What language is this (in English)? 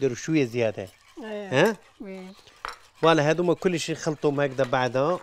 Algerian Arabic